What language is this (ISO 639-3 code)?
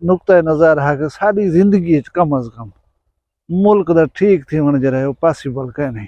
skr